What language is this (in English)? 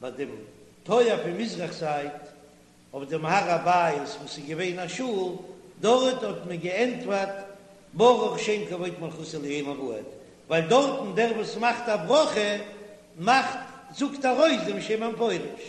Yiddish